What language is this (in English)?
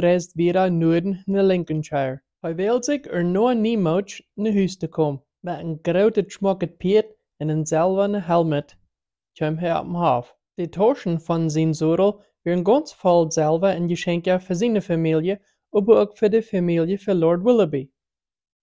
Plautdietsch